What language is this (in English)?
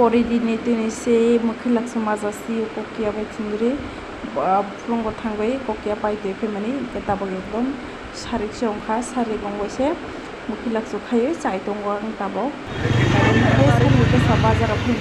Kok Borok